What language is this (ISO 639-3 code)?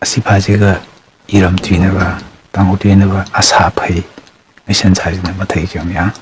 nmf